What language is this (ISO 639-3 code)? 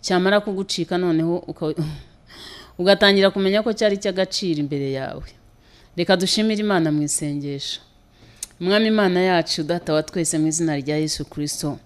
kin